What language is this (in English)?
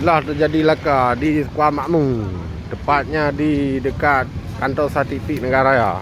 Achinese